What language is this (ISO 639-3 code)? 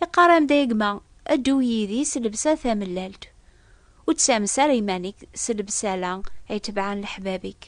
kab